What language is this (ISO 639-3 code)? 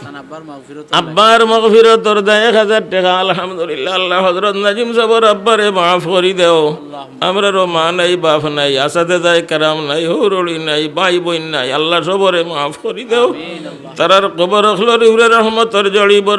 syl